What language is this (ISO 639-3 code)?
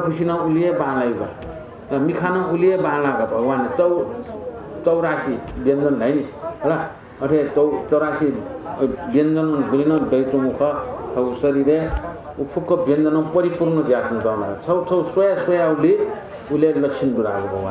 new